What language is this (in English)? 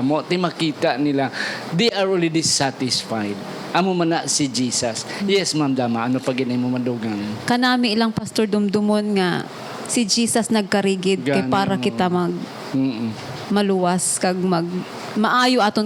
Hiligaynon